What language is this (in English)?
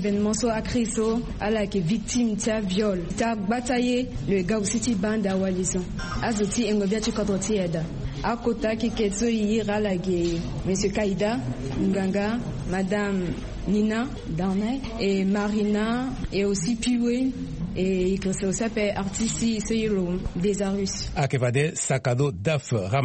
Sango